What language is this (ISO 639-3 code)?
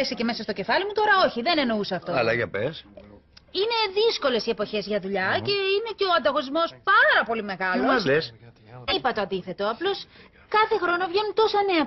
ell